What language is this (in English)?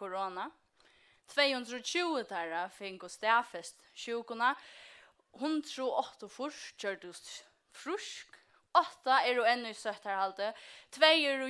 Faroese